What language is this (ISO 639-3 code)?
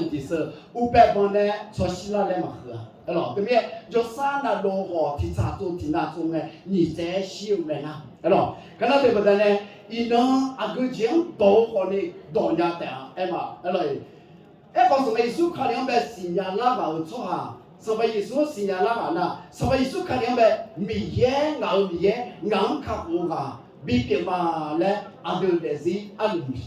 ahk